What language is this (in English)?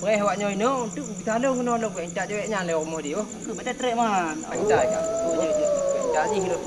Achinese